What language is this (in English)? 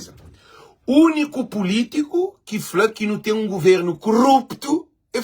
Kabuverdianu